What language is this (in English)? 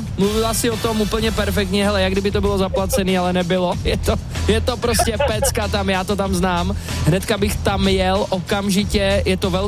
Czech